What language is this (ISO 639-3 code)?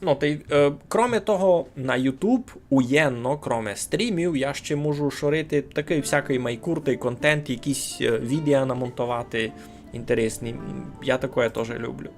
rue